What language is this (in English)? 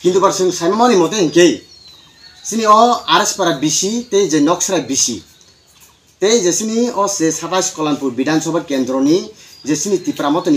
Kok Borok